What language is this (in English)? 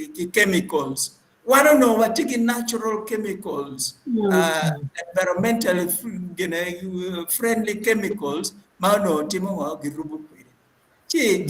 Acoli